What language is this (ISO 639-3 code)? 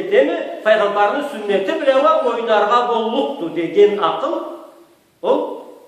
krc